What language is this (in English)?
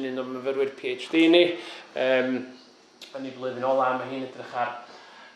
Welsh